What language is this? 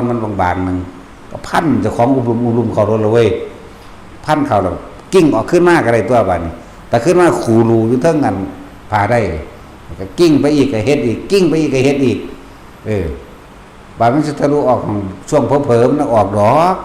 Northeastern Thai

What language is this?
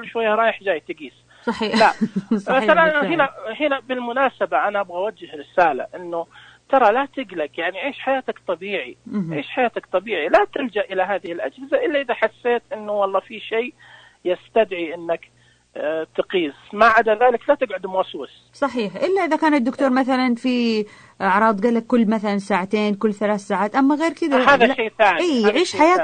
Najdi Arabic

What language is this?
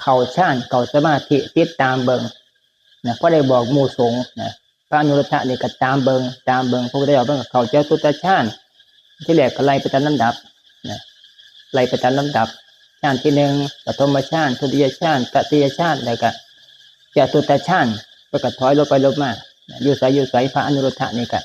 Northeastern Thai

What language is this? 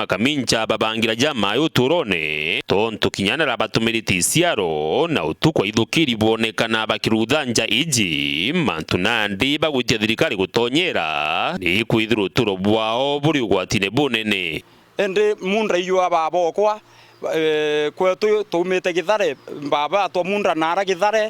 Meru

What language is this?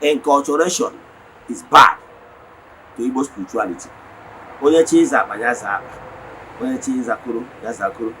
Igbo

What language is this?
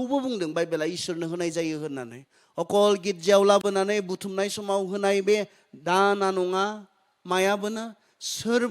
Bodo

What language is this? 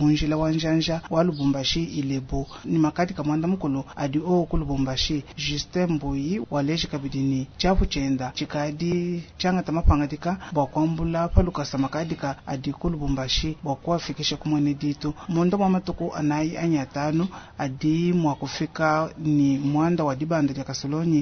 Luba-Lulua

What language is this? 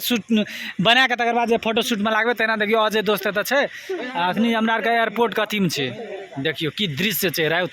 Maithili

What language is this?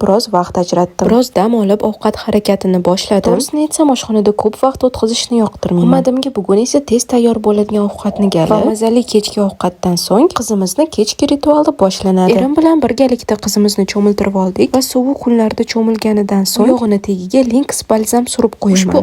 Uzbek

